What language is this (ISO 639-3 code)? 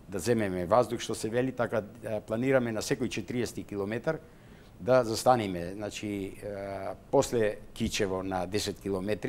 mkd